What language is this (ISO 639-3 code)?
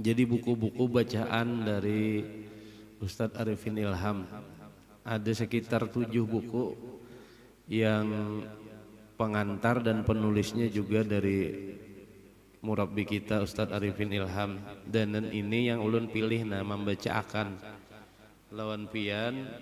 bjn